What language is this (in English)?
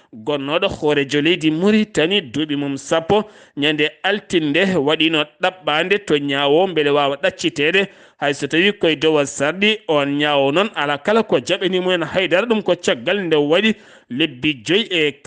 Fula